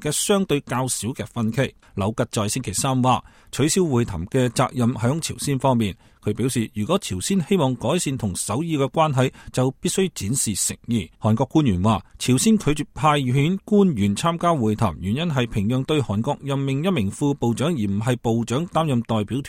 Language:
Cantonese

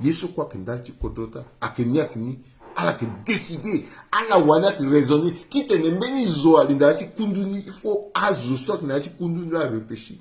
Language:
Sango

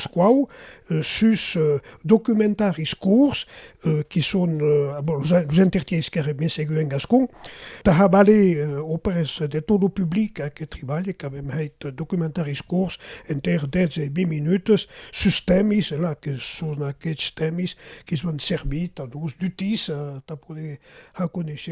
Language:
Occitan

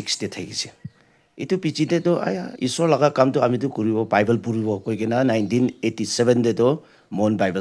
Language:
Naga Pidgin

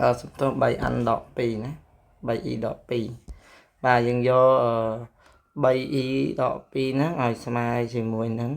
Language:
Khmer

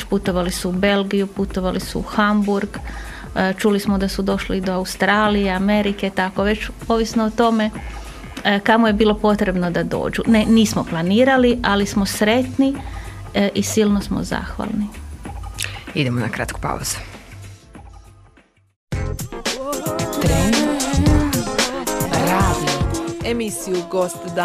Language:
Croatian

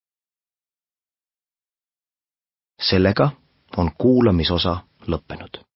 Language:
Estonian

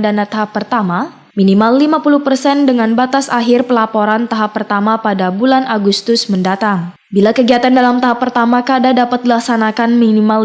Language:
Banjar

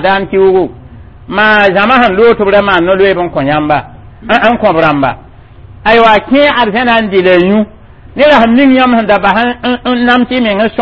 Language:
Mossi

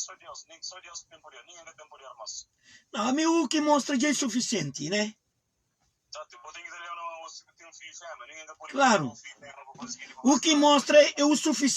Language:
Kabuverdianu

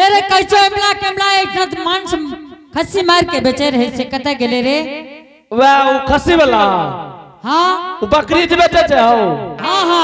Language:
Angika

